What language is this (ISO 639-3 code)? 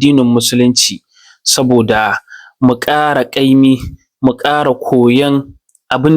hau